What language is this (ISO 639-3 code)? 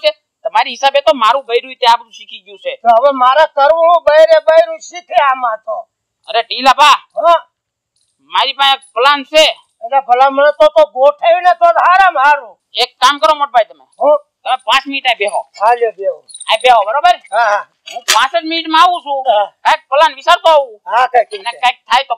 guj